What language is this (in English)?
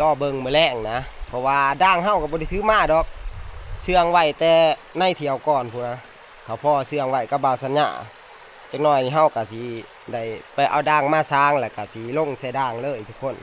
Lao